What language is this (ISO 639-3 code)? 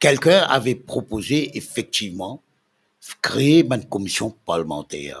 mfe